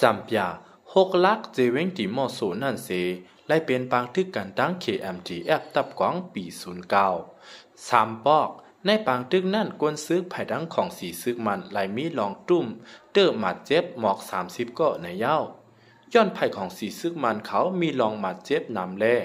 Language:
Shan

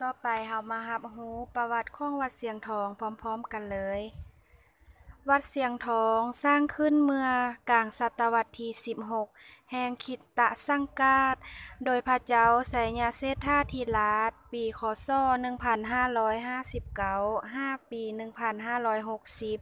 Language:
Lao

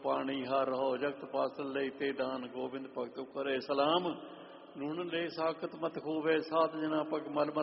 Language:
Punjabi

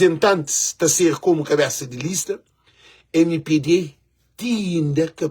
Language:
Kabuverdianu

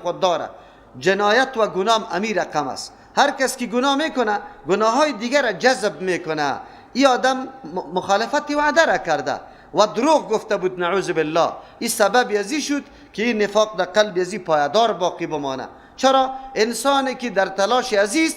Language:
Persian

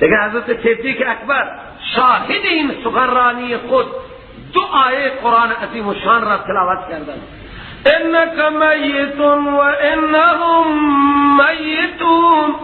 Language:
Persian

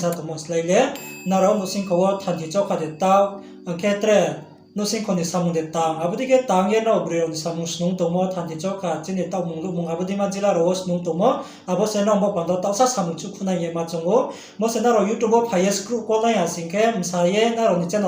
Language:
Riang (India)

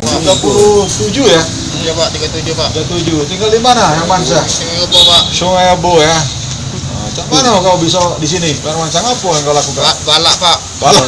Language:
Musi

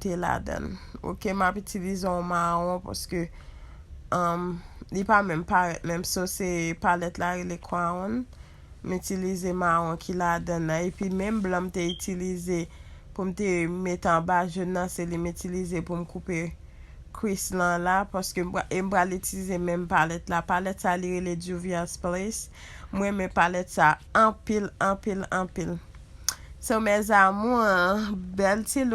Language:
Haitian Creole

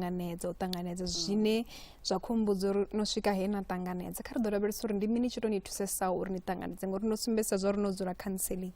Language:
Venda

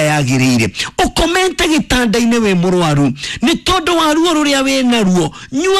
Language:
Kikuyu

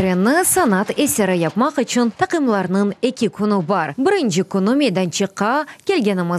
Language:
Crimean Tatar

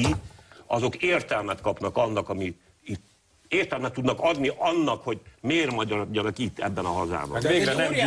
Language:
Hungarian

